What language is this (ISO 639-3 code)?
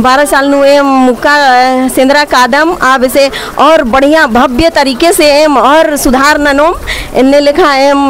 kru